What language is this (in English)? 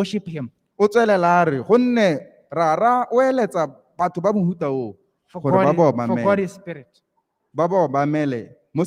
Tswana